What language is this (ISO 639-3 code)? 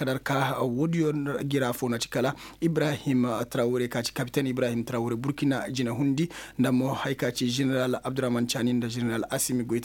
ses